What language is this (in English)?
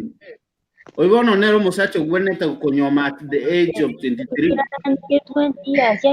Gusii